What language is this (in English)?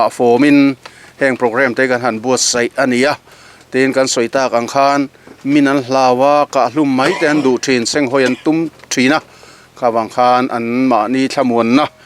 Mizo